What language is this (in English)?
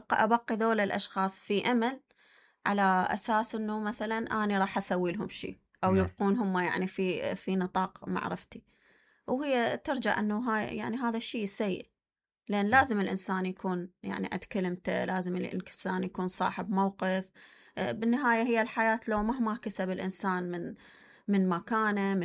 Mesopotamian Arabic